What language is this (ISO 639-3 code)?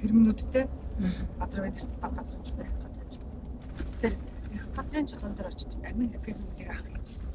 mon